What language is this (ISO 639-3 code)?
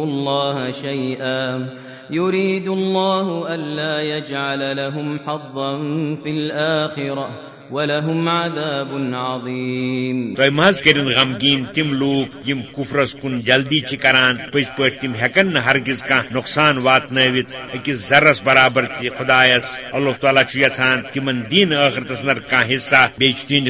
kas